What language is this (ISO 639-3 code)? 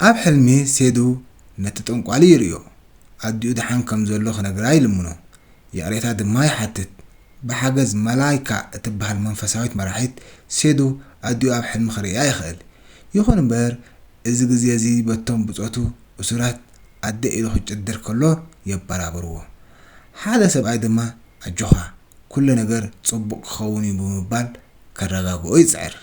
tir